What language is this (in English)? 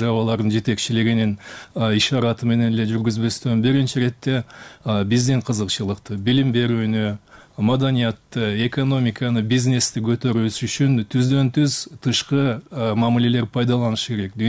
Kyrgyz